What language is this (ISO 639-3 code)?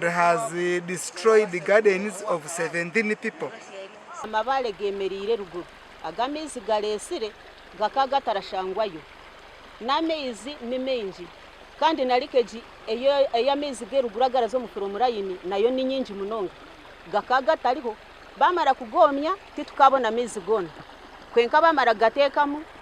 nyn